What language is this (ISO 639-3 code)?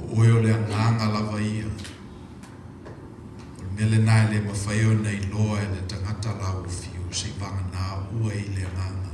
smo